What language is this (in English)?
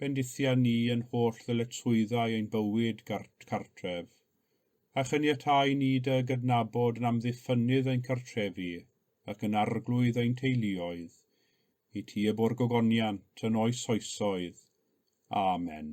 Welsh